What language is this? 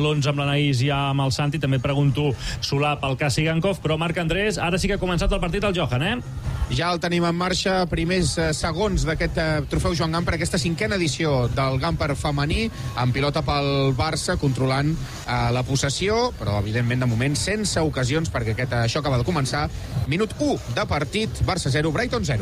Catalan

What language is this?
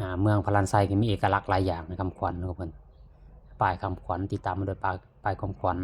Lao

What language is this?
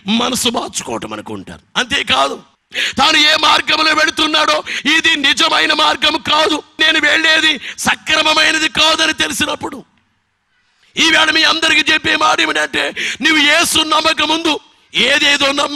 Telugu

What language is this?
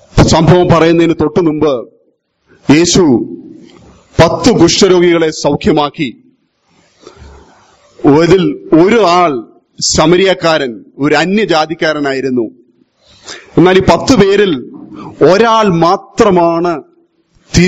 Malayalam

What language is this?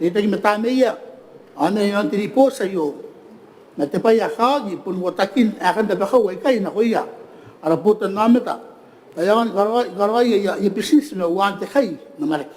Gilbertese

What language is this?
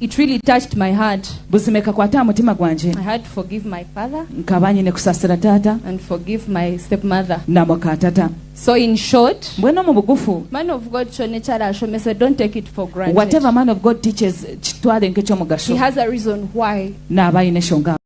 Nyankole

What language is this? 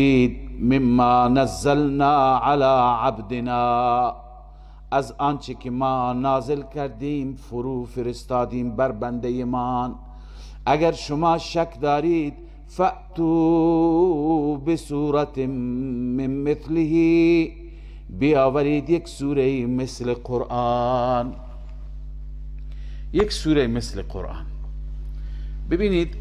Persian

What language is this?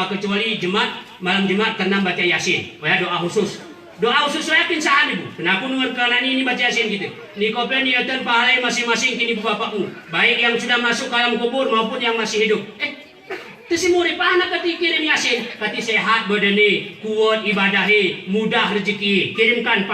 Gayo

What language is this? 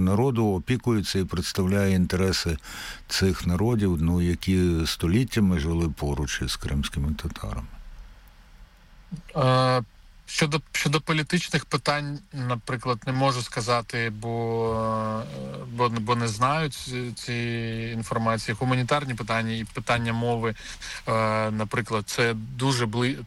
Ukrainian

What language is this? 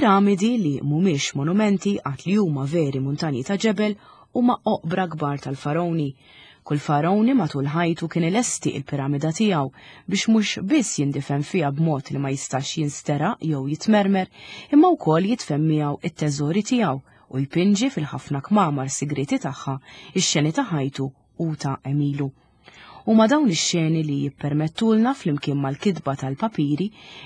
Maltese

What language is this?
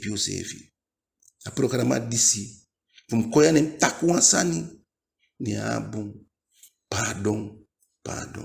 Eastern Maroon Creole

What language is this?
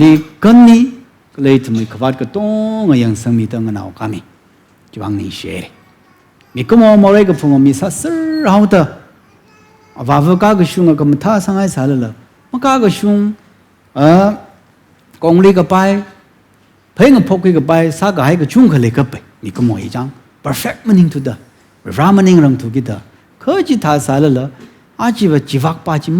Tangkhul Naga (India)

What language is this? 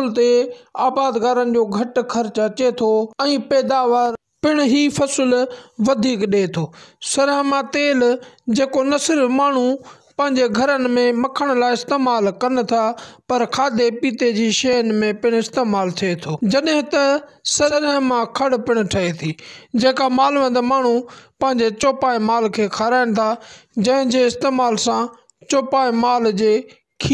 Sindhi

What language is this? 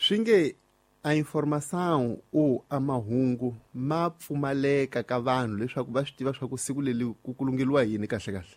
Tsonga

